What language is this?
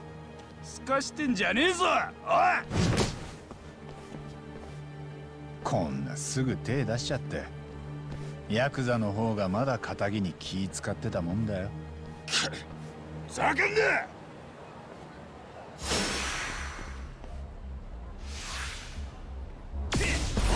Japanese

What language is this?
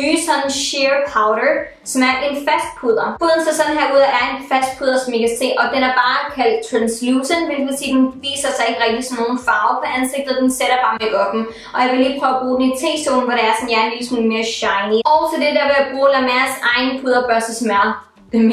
Danish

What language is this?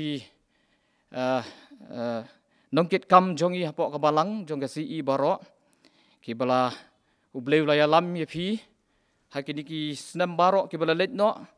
Khasi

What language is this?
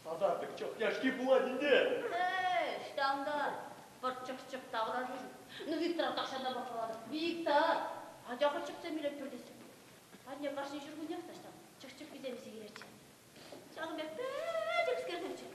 Chuvash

